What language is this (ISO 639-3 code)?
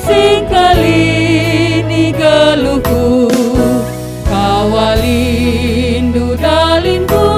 btx